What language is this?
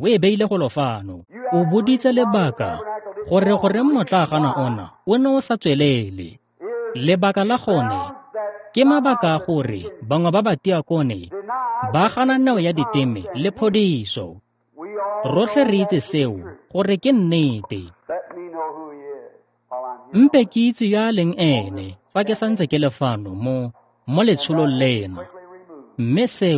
Tswana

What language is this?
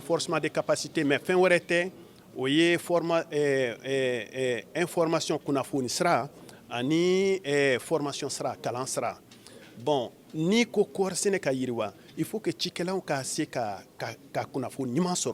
Bambara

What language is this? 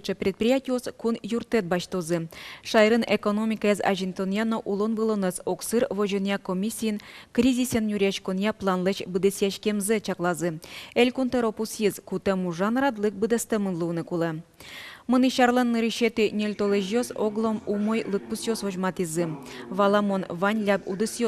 Udmurt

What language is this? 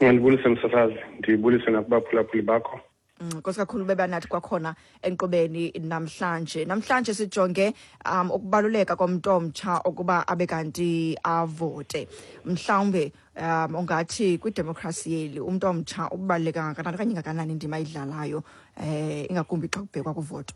Xhosa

